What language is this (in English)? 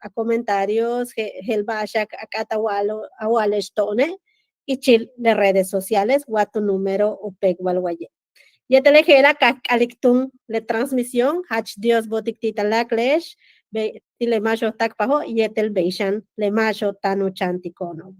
Yucateco